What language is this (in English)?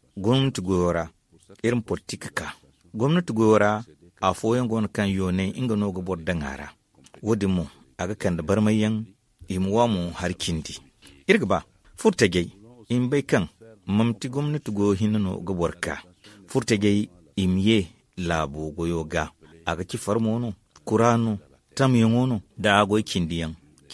Zarma